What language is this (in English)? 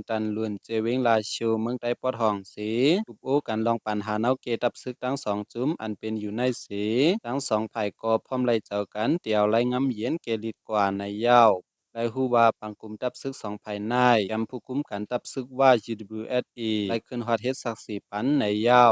Shan